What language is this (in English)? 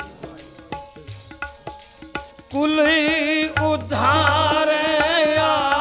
Punjabi